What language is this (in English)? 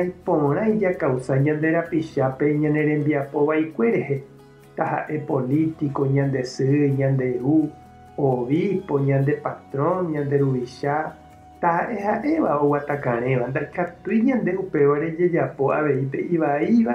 Guarani